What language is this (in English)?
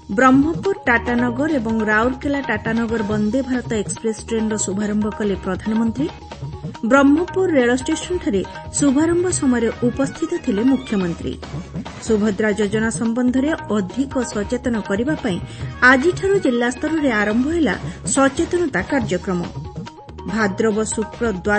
Odia